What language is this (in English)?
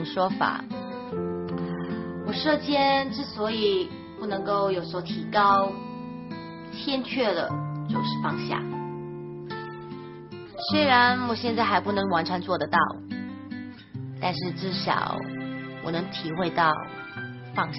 Chinese